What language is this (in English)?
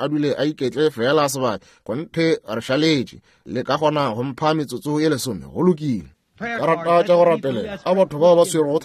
Northern Sotho